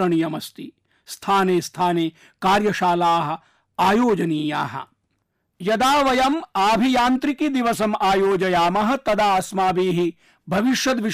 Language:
Sanskrit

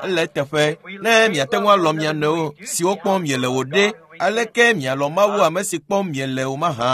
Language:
Ewe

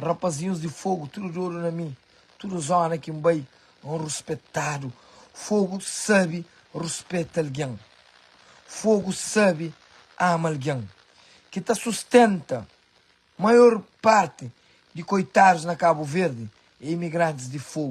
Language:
Kabuverdianu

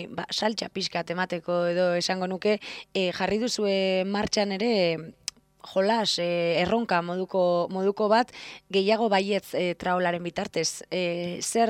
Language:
Basque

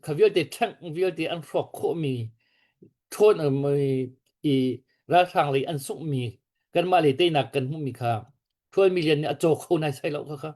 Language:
Hakha Chin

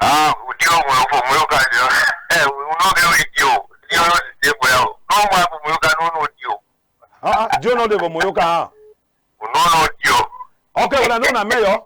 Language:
Cameroon Pidgin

